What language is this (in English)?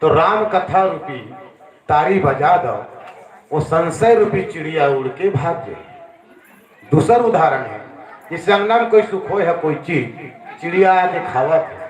Chhattisgarhi